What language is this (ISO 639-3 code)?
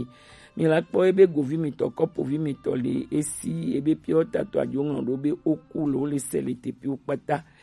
gej